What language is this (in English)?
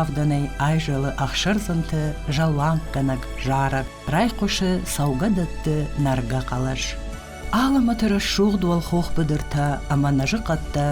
Ossetic